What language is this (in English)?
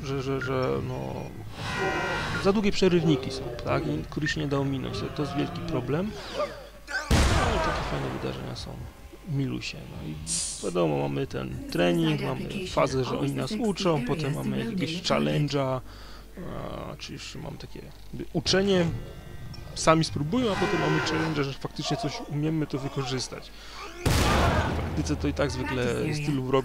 Polish